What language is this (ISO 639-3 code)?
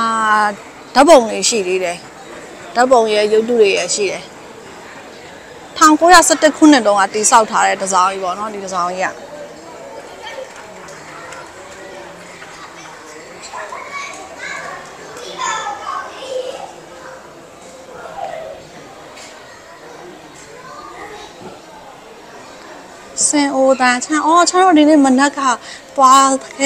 mya